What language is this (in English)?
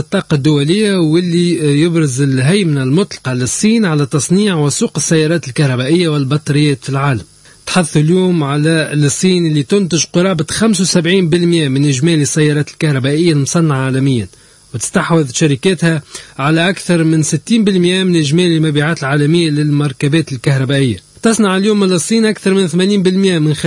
Tunisian Arabic